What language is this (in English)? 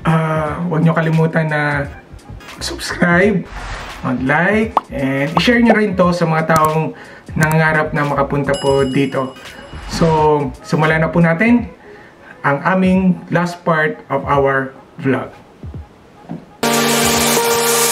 Filipino